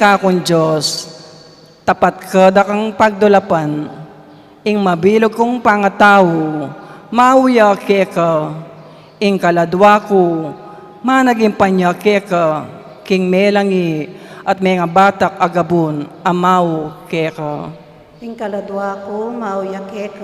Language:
Pampanga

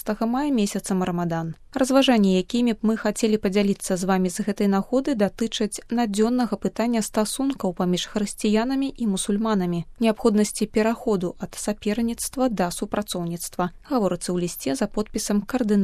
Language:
Belarusian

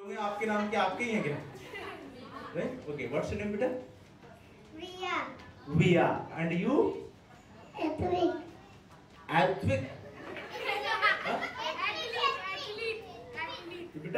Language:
Hindi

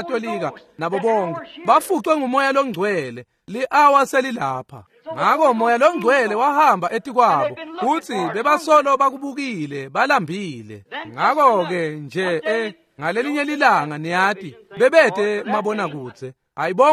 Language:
Swati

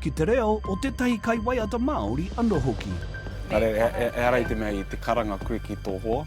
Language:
Māori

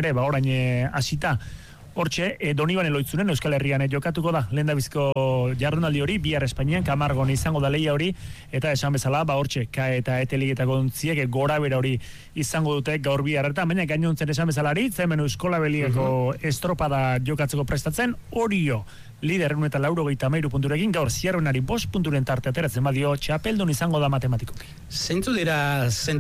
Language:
Basque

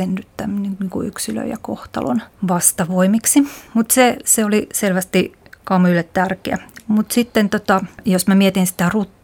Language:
Finnish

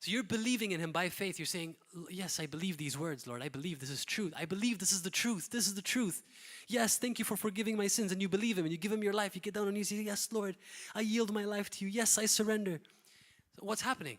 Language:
English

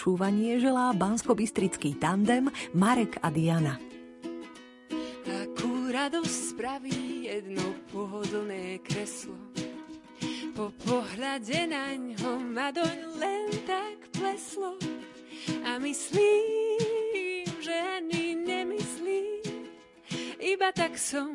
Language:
Slovak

